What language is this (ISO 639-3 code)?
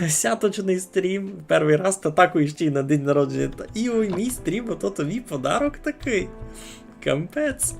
rue